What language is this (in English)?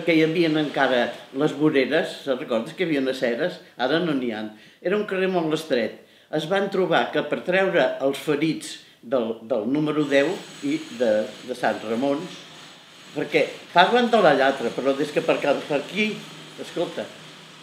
Catalan